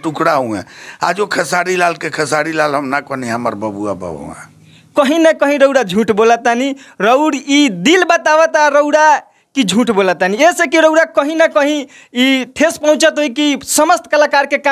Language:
Bhojpuri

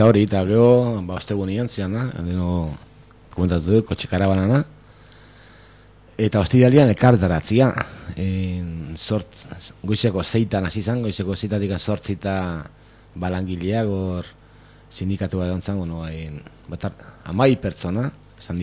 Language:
Basque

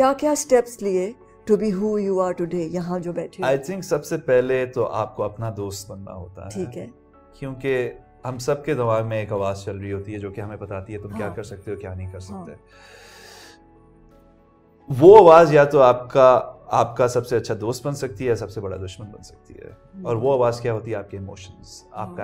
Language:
Urdu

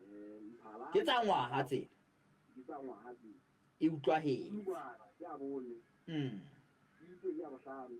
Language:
Southern Sotho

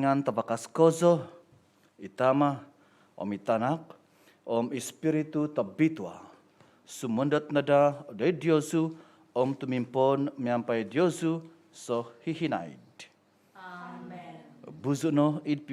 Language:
Central Dusun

